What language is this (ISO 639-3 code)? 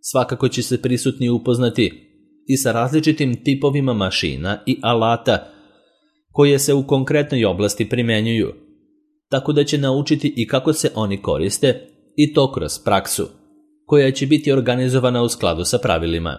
srp